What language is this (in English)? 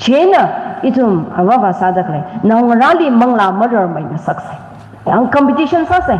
Tangkhul Naga (India)